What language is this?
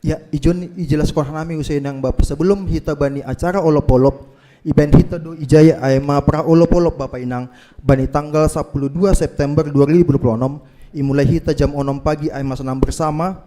Batak Simalungun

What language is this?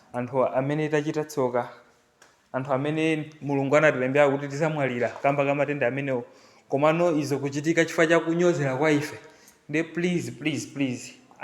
Nyanja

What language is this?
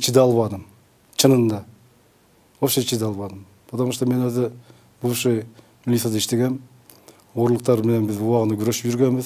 Kyrgyz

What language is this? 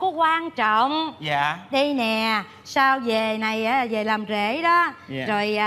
Vietnamese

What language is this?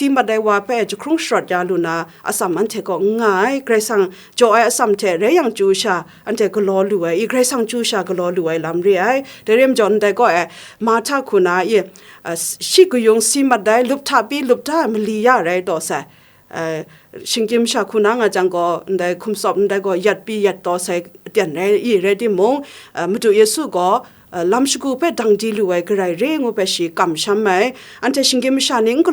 Kachin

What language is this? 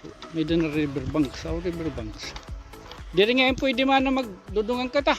Waray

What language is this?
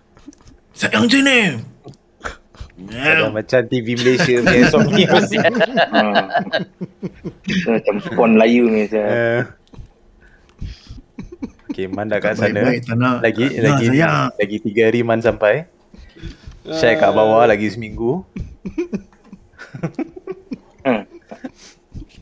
Malay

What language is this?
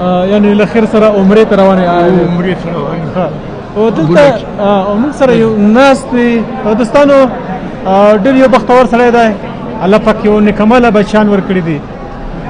Pashto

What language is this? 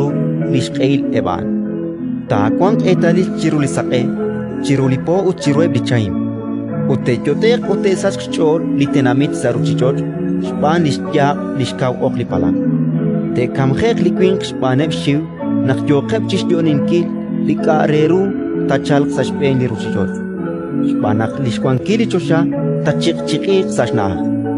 Kekchí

